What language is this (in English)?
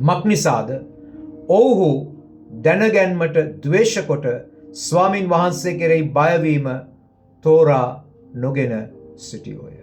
Sinhala